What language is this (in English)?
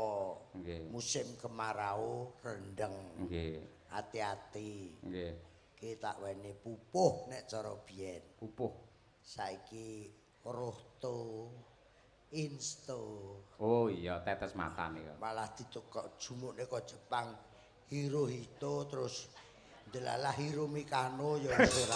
Javanese